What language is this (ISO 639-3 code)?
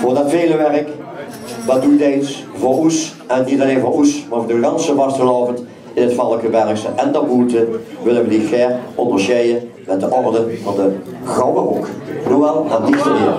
lim